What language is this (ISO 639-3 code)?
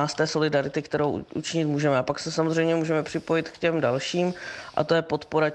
ces